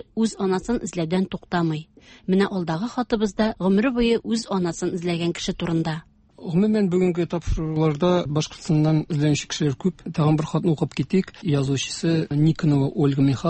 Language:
Tatar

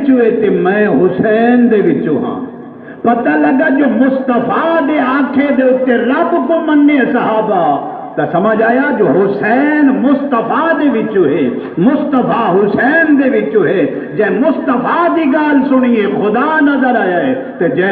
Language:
Saraiki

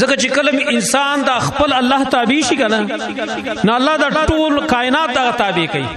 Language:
Pashto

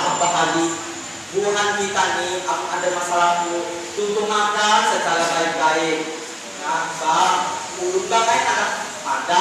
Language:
Banjar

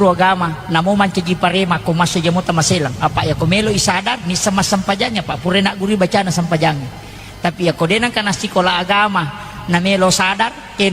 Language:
Buginese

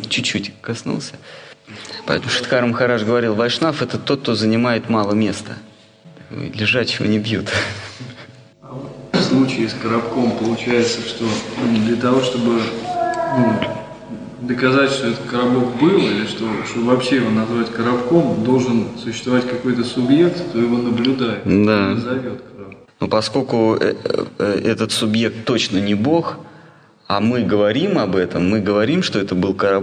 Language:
Russian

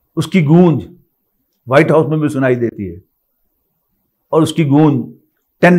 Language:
Urdu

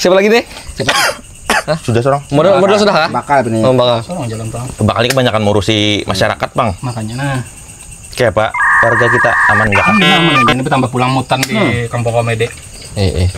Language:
Banjar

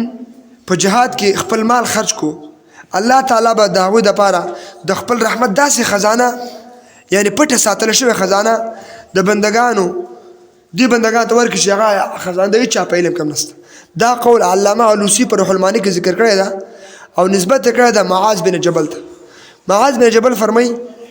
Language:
Pashto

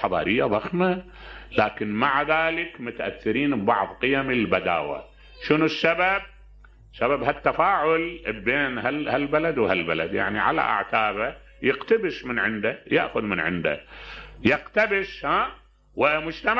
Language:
Mesopotamian Arabic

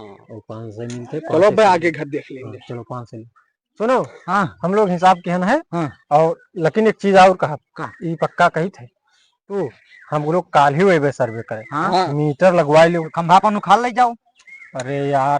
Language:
Awadhi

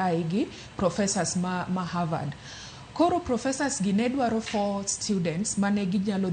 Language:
Luo (Kenya and Tanzania)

